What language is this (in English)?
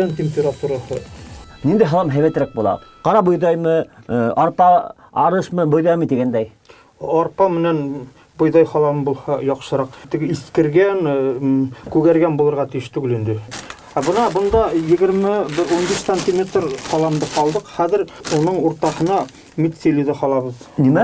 Bashkir